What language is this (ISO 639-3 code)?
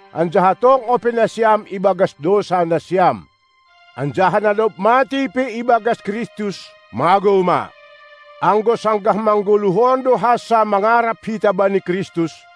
bts